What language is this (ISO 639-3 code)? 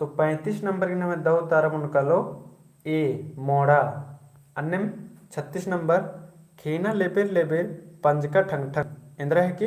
kru